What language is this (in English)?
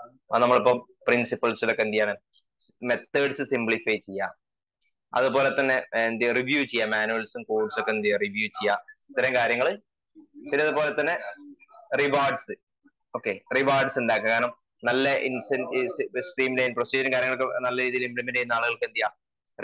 Malayalam